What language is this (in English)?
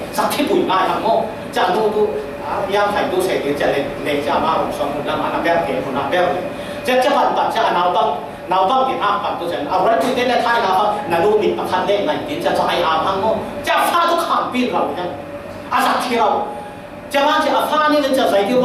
Falam Chin